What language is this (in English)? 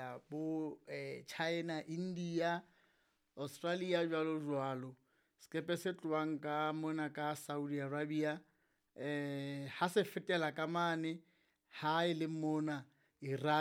Southern Sotho